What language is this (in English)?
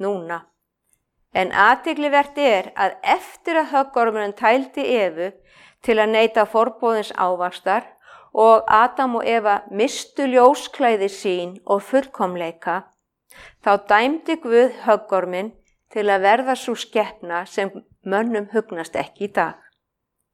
Icelandic